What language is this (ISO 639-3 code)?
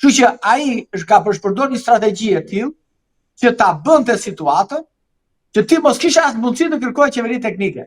sqi